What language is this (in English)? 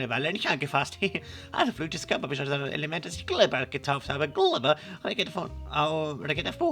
Swiss German